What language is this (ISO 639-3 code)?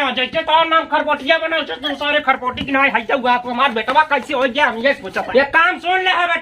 awa